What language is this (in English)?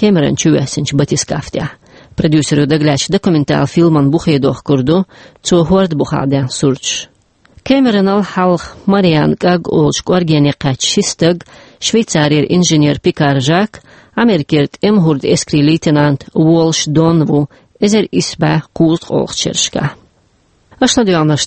Chechen